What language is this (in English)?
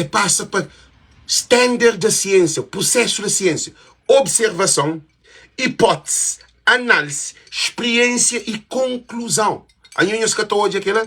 Kabuverdianu